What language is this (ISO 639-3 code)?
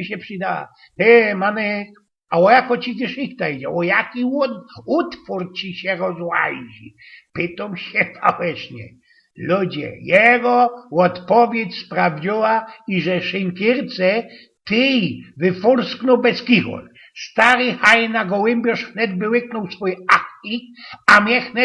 szl